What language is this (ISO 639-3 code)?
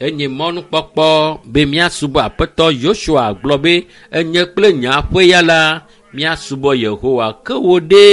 ewe